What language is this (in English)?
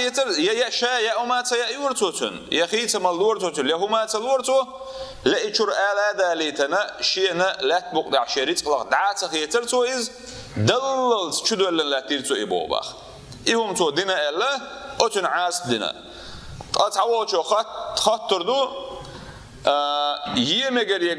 Chechen